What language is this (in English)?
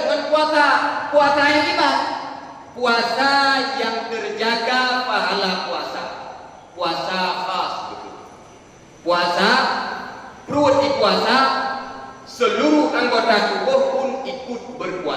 Achinese